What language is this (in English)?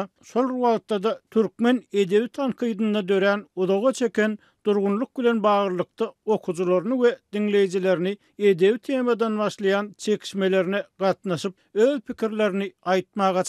Turkmen